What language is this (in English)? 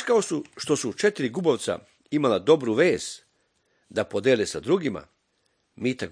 Serbian